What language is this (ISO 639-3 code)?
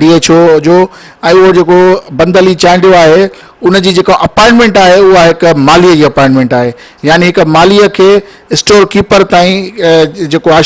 snd